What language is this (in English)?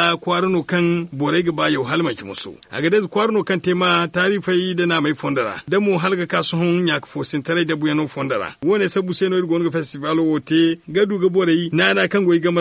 Zarma